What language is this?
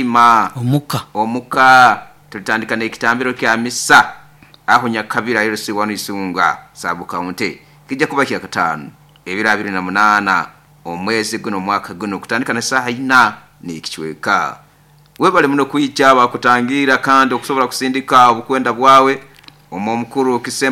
Nyoro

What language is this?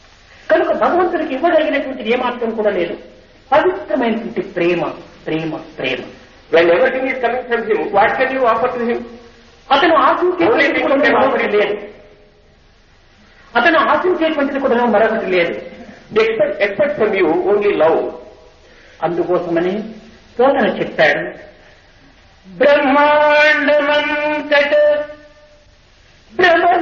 Telugu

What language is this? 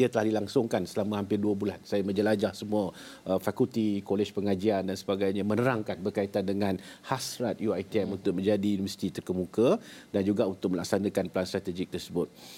Malay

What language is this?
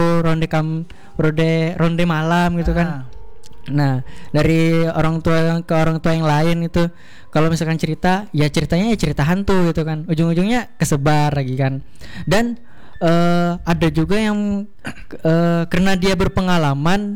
Indonesian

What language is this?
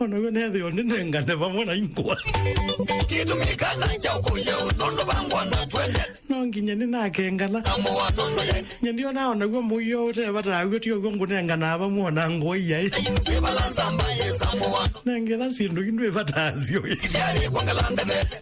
Kamba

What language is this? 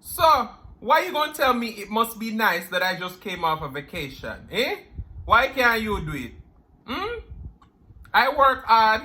Jamaican Creole English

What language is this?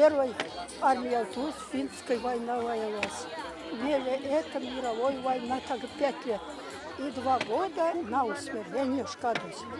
Erzya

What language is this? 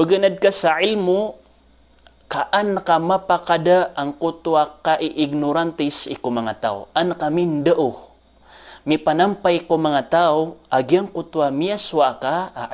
Maranao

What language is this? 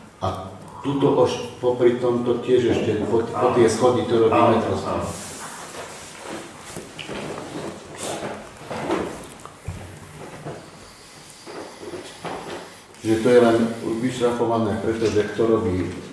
Slovak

